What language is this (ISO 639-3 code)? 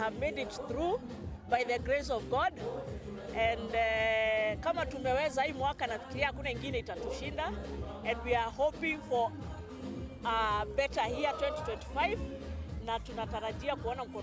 mer